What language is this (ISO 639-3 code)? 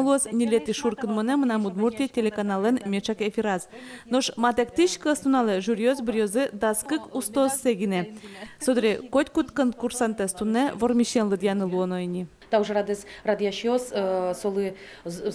udm